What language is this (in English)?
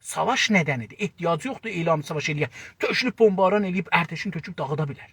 South Azerbaijani